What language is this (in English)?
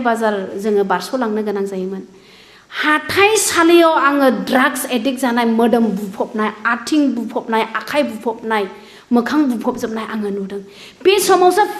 Bodo